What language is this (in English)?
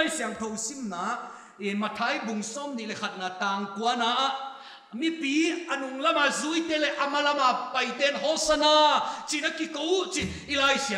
Paite Chin